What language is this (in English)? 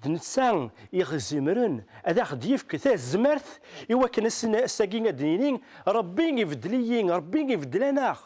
Kabyle